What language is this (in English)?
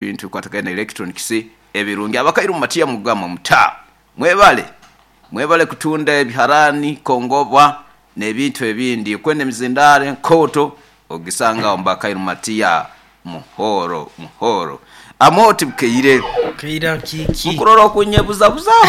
Nyoro